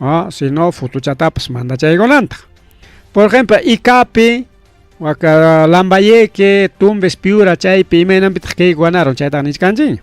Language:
Ayacucho Quechua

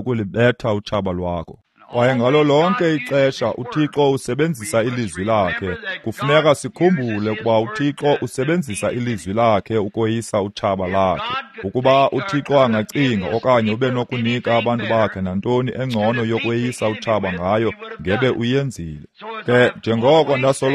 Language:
Xhosa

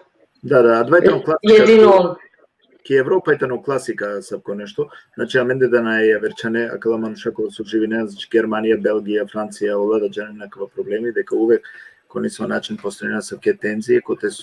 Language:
Balkan Romani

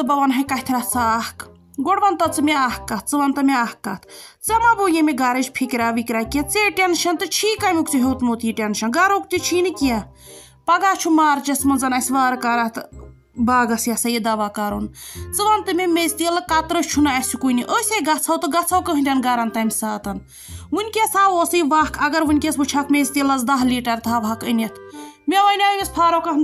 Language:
Kashmiri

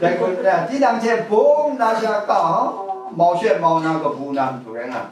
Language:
Kachin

